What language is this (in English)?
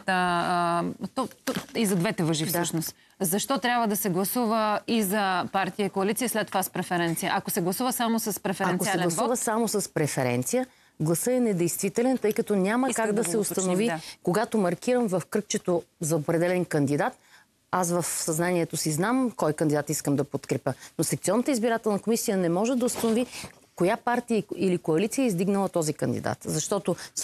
Bulgarian